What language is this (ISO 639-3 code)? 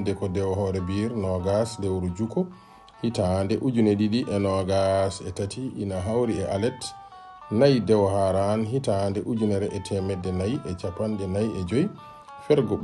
ful